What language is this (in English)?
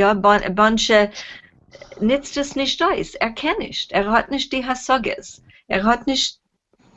Yiddish